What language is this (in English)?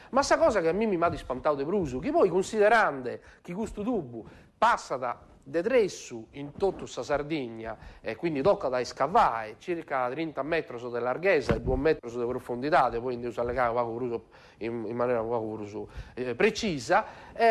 Sardinian